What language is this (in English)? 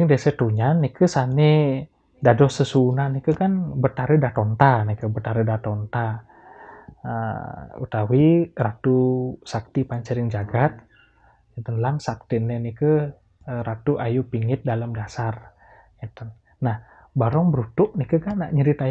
Balinese